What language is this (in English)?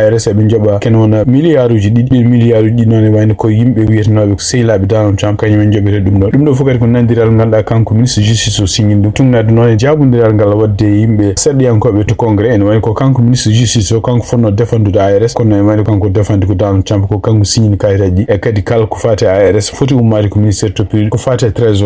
Fula